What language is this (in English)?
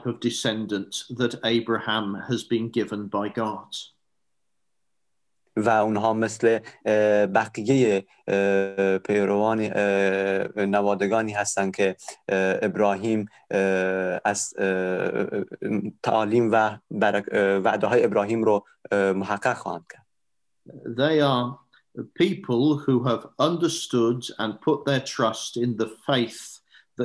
Persian